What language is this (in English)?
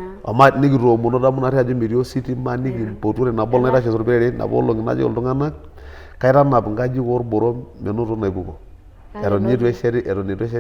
Masai